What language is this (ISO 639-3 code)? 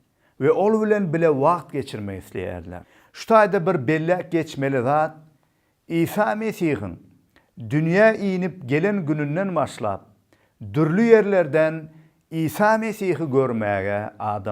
tuk